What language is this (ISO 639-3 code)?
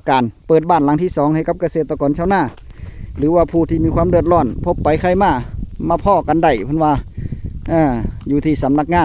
tts